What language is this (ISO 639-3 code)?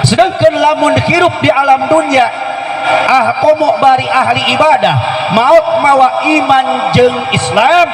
sun